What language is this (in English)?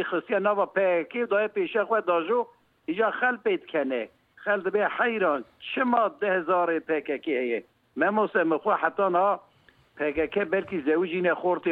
Kurdish